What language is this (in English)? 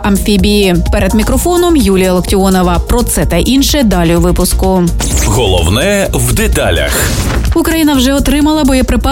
Ukrainian